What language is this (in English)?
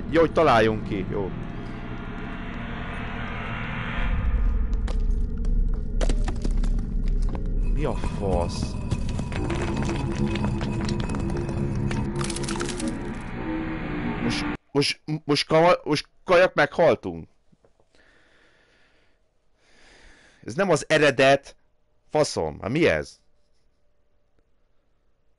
Hungarian